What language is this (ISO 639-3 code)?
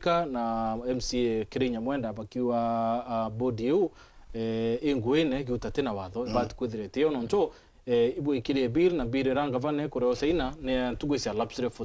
mer